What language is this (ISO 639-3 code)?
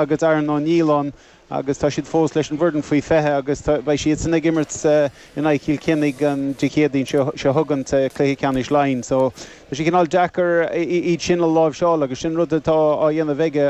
gle